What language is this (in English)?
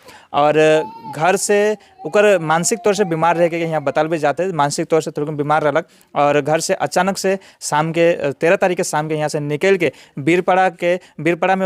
Sadri